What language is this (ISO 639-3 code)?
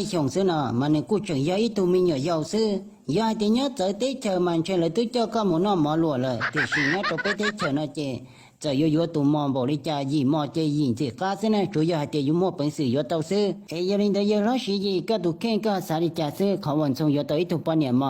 hmn